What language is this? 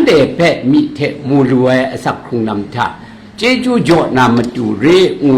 Kachin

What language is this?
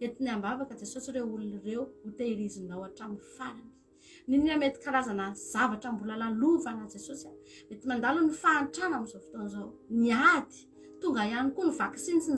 Malagasy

